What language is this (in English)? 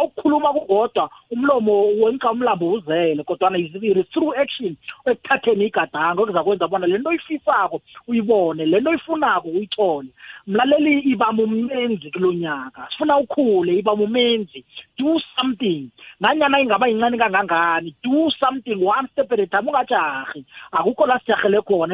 South Ndebele